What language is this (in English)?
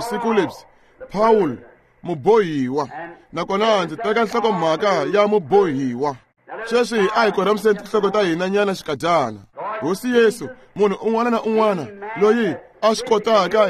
Tsonga